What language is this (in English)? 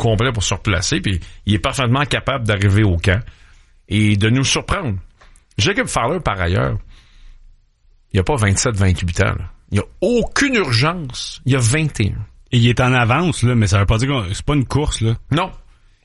French